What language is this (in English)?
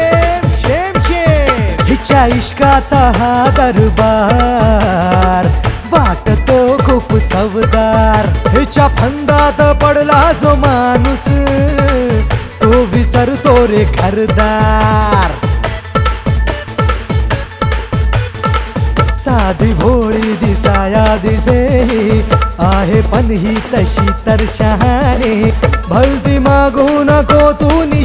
Marathi